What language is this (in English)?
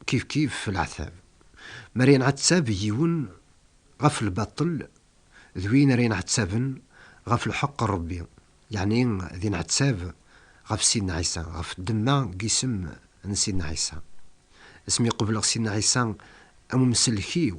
Kabyle